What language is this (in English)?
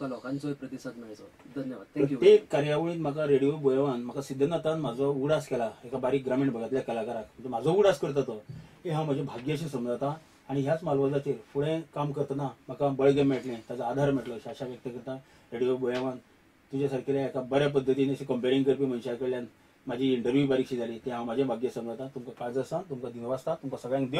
Konkani